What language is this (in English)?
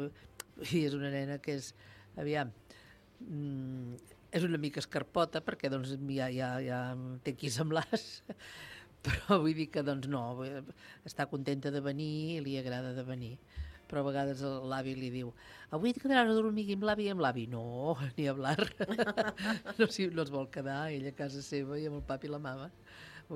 Catalan